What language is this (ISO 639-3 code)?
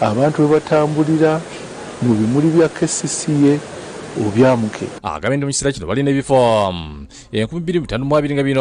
lug